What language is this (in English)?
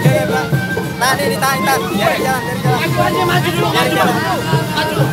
Betawi